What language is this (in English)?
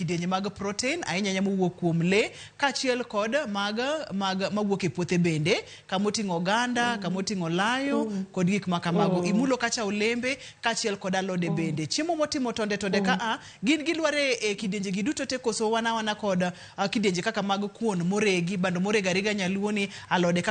Luo (Kenya and Tanzania)